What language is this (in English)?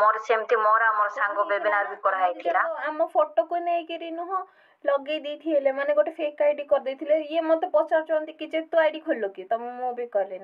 Odia